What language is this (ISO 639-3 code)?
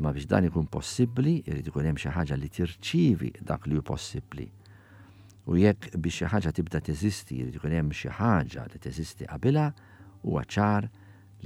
mlt